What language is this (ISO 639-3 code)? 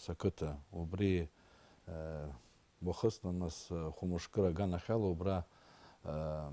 abk